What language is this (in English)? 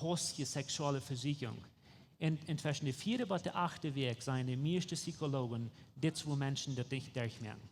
Plautdietsch